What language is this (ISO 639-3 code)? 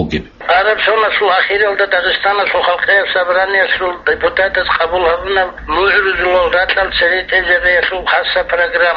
ava